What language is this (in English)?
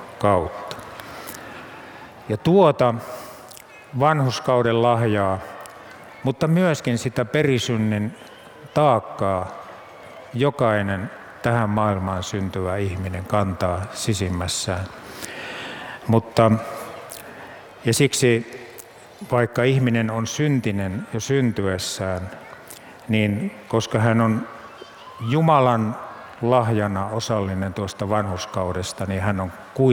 Finnish